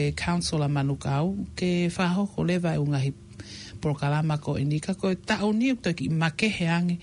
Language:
Tongan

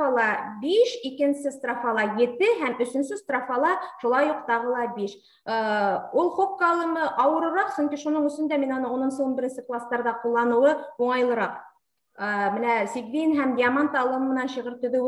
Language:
Bashkir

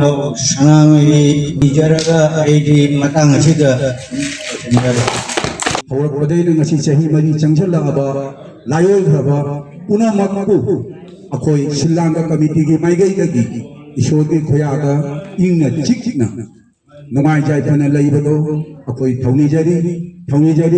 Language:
Manipuri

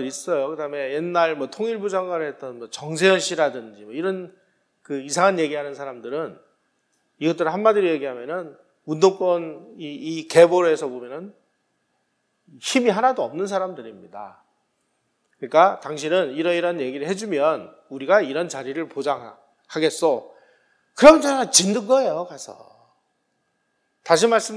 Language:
Korean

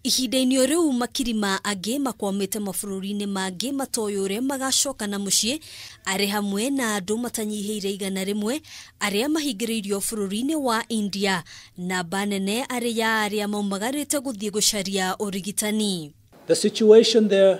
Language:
Kikuyu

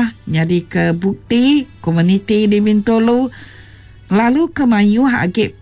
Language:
Iban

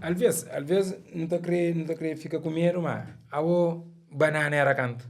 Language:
Kabuverdianu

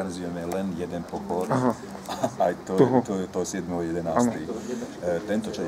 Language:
Slovak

